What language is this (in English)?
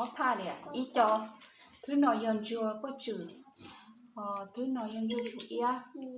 Hmong